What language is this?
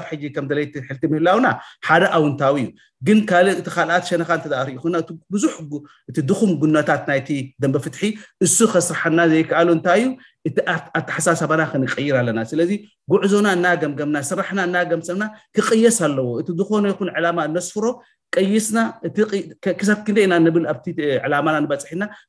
Tigrinya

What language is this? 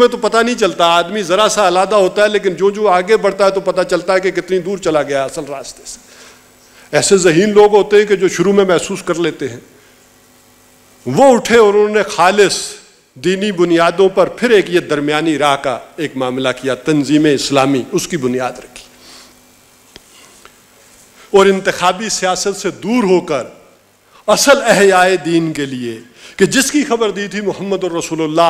Urdu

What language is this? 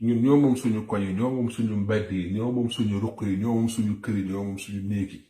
Wolof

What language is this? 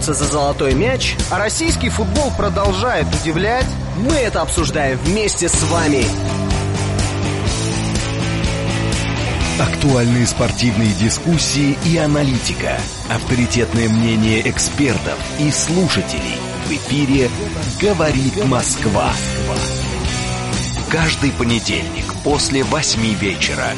Russian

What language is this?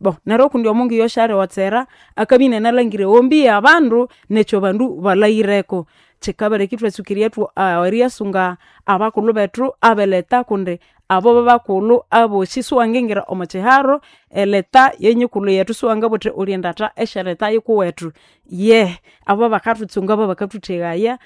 Nande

